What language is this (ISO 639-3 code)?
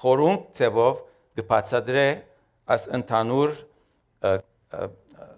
hye